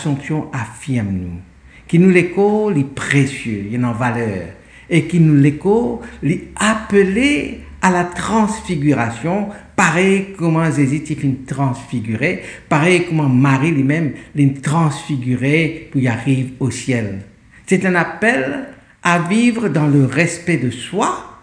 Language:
Morisyen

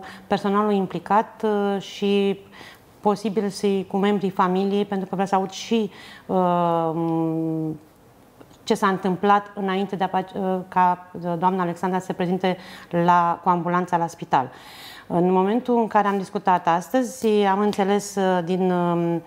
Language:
Romanian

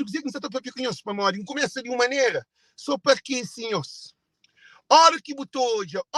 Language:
Kabuverdianu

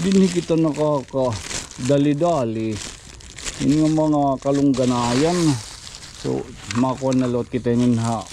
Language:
Waray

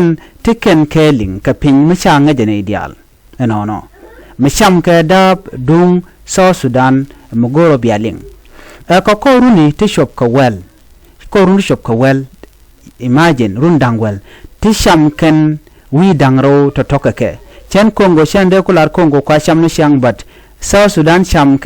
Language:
Nuer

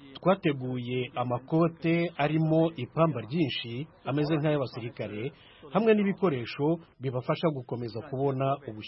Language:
Kinyarwanda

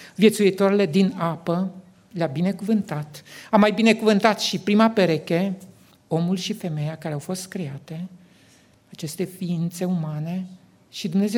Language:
Romanian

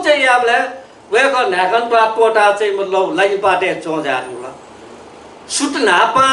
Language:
Newari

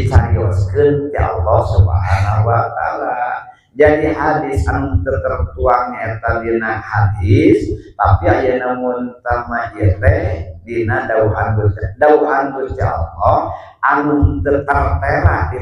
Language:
Sundanese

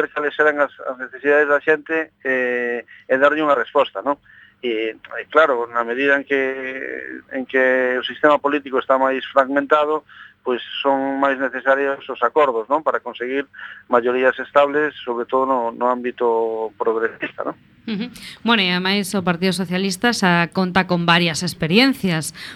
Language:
Galician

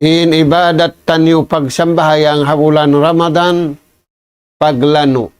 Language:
Tausug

